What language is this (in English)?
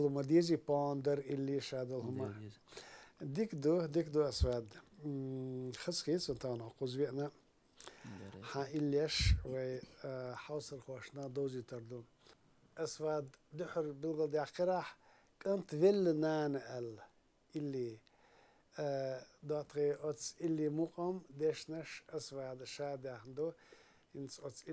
Chechen